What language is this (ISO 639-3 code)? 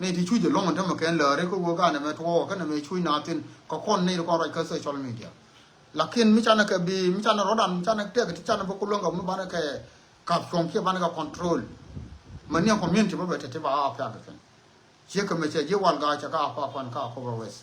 nus